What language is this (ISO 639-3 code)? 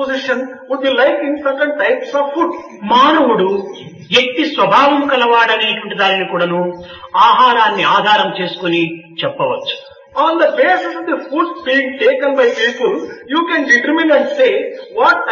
tel